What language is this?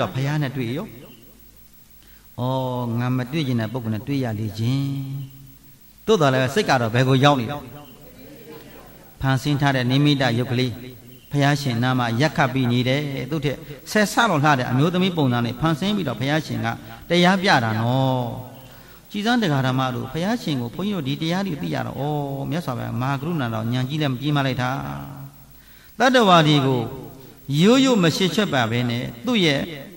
Burmese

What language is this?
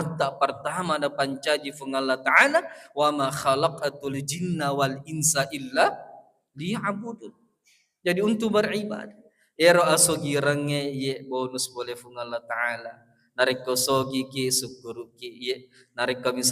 Buginese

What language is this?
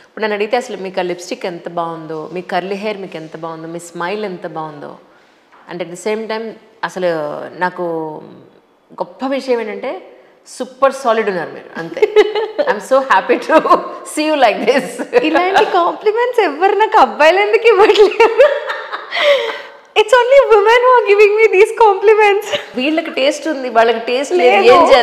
Telugu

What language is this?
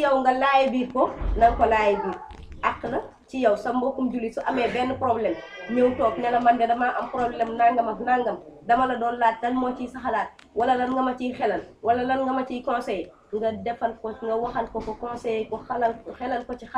Wolof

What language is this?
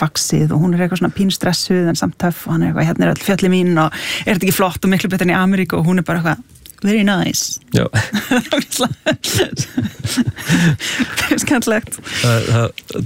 Icelandic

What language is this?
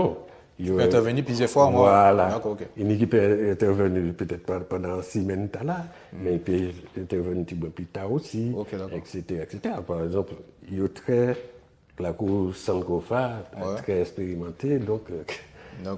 Guadeloupean Creole French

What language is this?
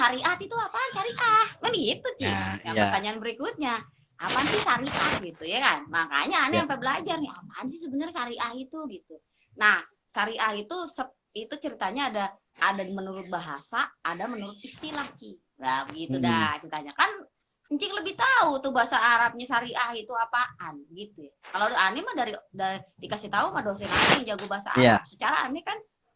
Betawi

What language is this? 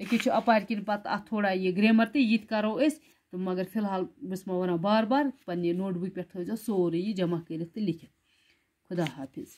Kashmiri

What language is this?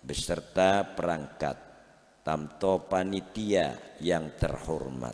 Madurese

